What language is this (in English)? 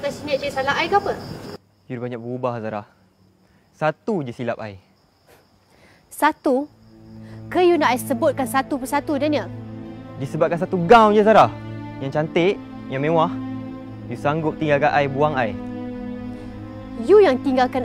Malay